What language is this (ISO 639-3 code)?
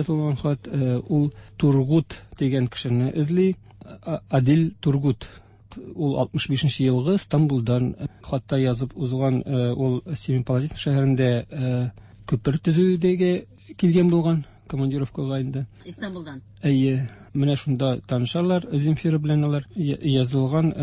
tat